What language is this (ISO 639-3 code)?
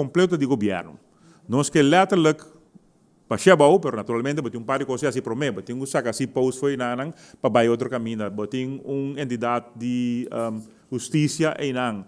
pap